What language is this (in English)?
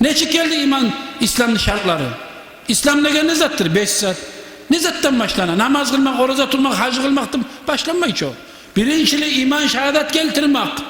Kumyk